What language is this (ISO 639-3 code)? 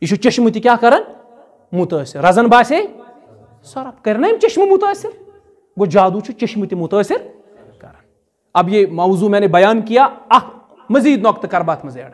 kas